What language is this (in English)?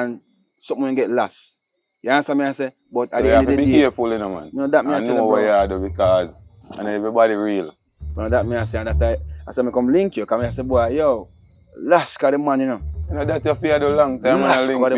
Jamaican Creole English